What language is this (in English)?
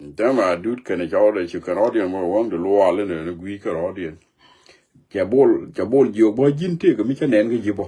Nuer